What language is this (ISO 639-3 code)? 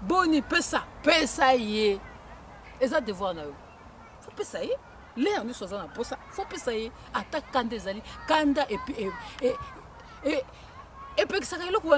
lin